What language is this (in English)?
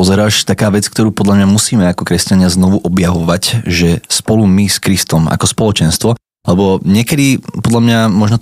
Slovak